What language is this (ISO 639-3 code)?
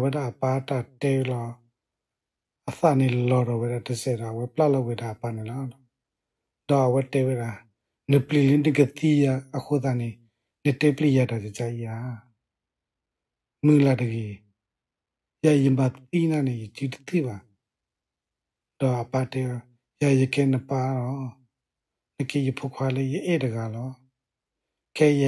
ksw